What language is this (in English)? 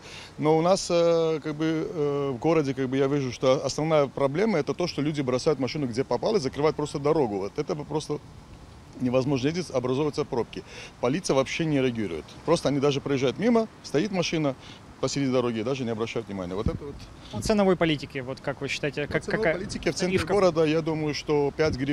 Russian